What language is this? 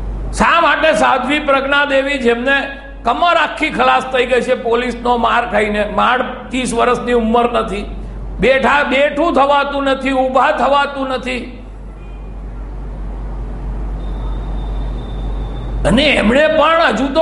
Gujarati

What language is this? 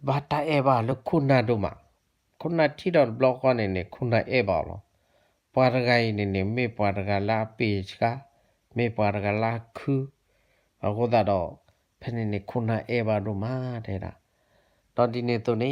S'gaw Karen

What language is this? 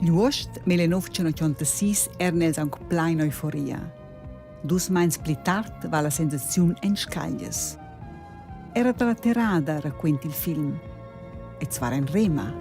Romansh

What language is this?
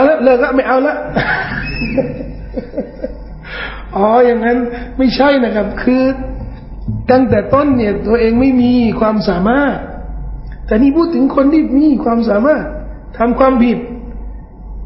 Thai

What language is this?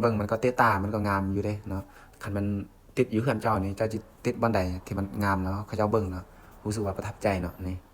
Lao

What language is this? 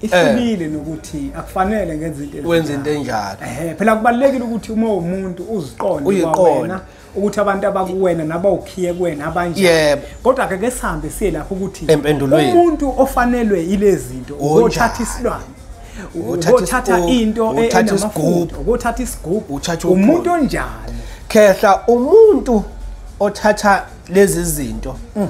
Zulu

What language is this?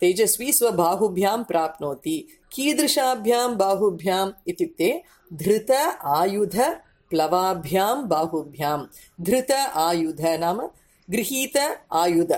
Sanskrit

